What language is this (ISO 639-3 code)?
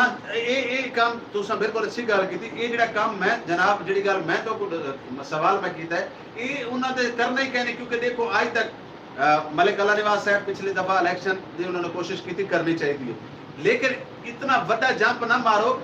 skr